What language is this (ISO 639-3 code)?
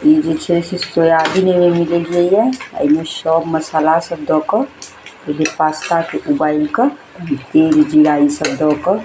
mai